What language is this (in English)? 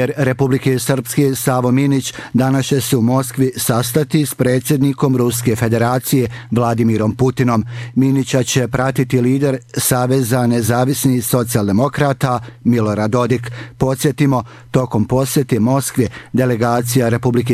Bosnian